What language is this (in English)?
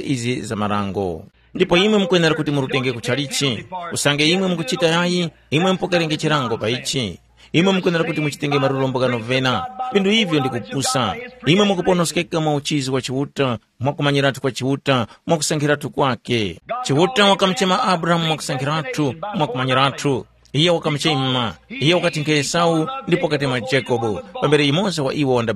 Tumbuka